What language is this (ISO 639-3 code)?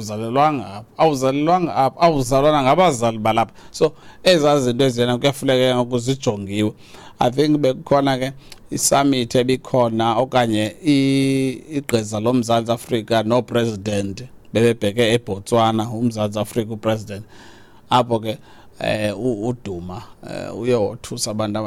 xho